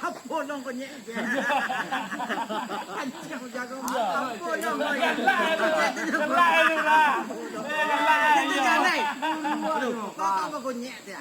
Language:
Minangkabau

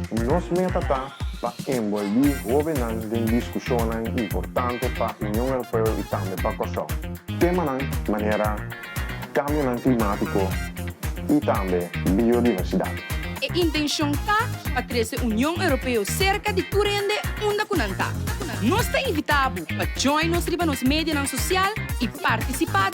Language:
Papiamento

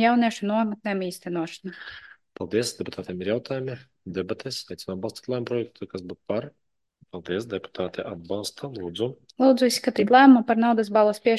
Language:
Latvian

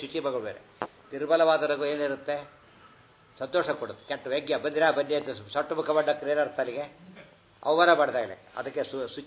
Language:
Kannada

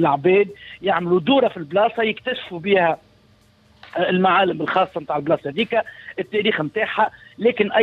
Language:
Tunisian Arabic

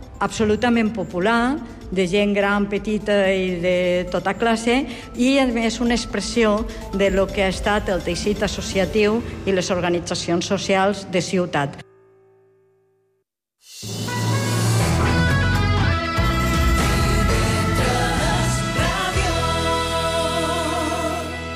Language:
Catalan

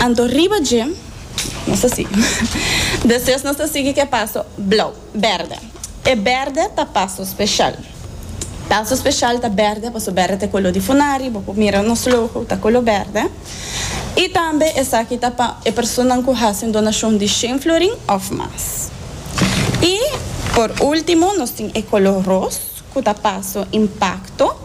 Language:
Papiamento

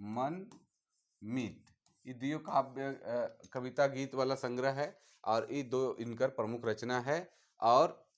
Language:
Sadri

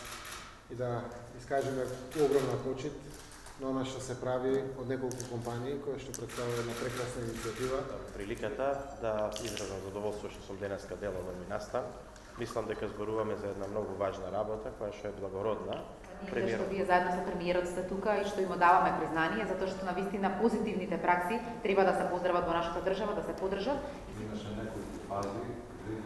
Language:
Macedonian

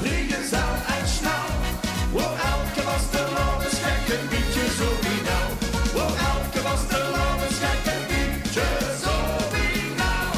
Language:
Limburgish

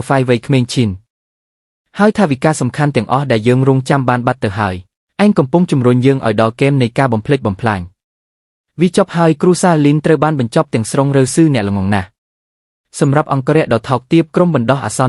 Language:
Khmer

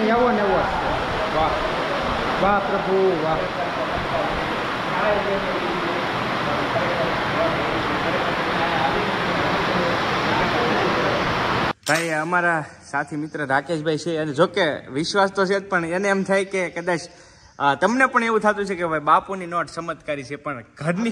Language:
Gujarati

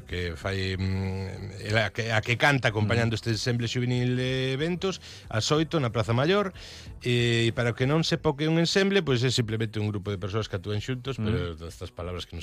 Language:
Galician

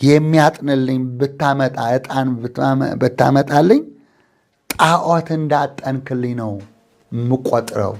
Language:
Amharic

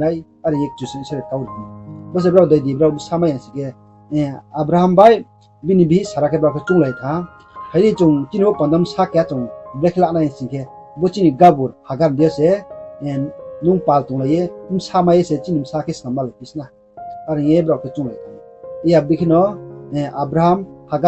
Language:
Riang (India)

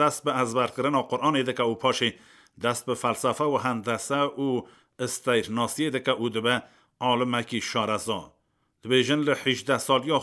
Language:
Kurdish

